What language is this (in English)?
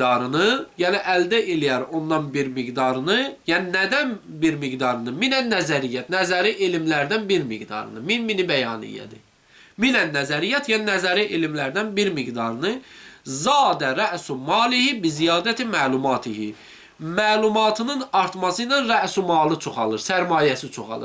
Azerbaijani